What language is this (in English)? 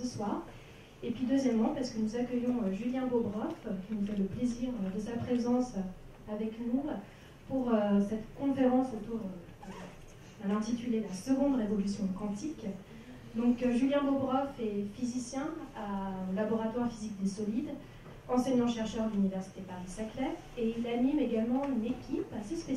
French